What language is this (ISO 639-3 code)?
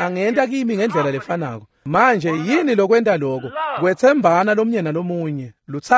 ssw